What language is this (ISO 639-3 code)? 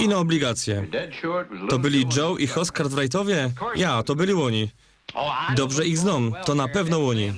szl